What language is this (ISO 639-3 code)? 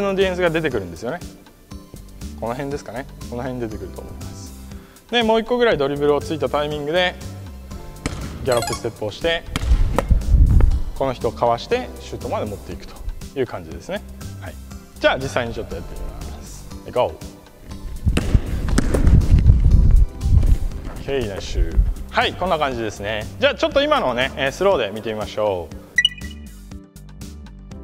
jpn